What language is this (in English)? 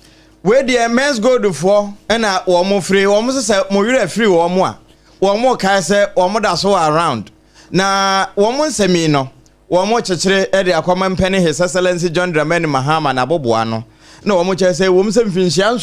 Akan